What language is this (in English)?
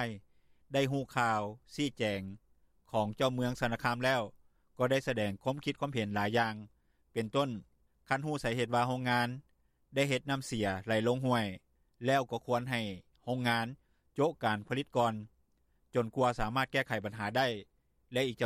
Lao